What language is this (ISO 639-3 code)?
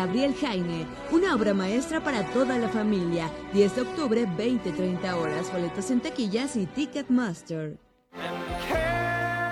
spa